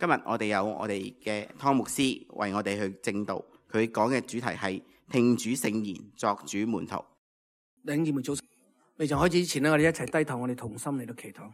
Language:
Cantonese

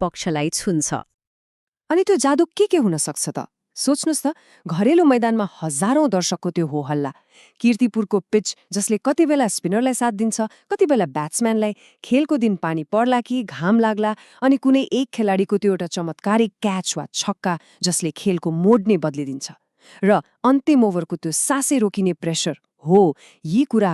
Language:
Nepali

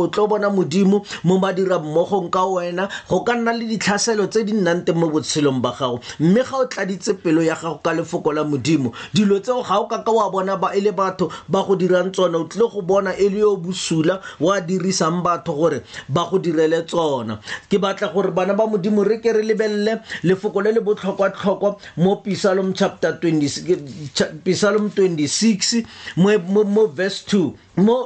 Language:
Tswana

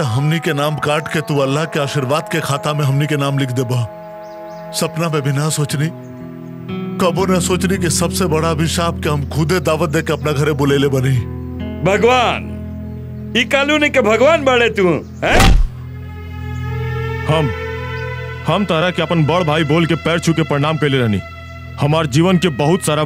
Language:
Bhojpuri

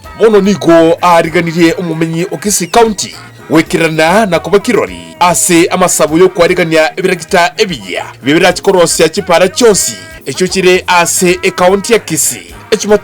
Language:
Gusii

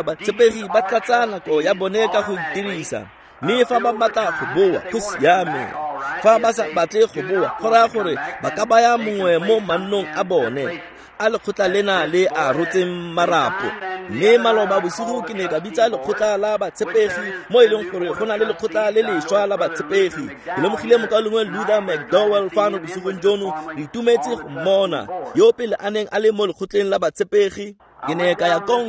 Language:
Tswana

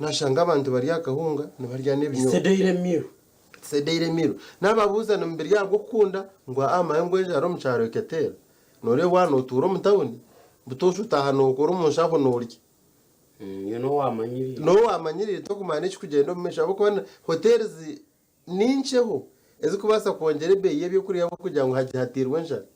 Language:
Nyankole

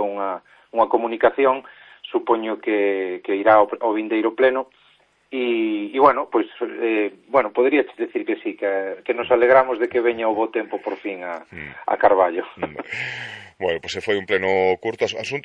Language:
Galician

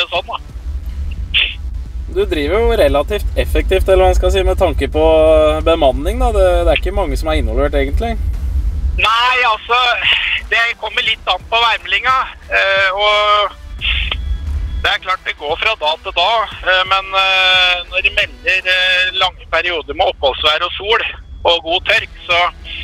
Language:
Norwegian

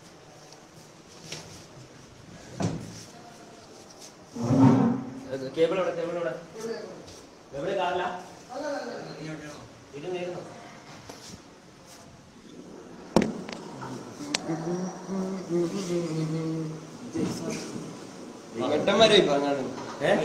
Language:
Malayalam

